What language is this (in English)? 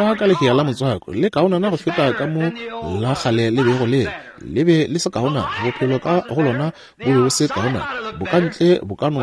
Northern Sotho